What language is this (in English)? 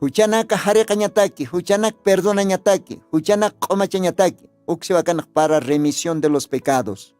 Aymara